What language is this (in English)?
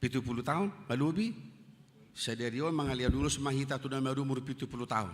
Batak Toba